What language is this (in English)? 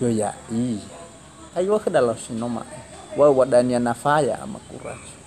Nias